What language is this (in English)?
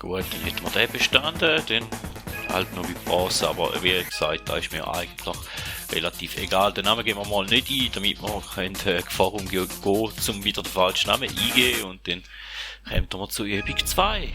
Swiss German